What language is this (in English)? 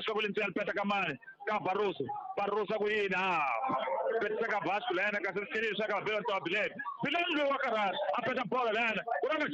Tsonga